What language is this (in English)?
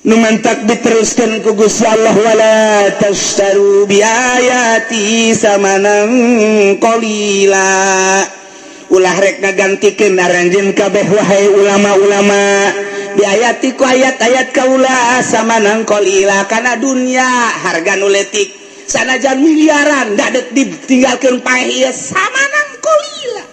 Sundanese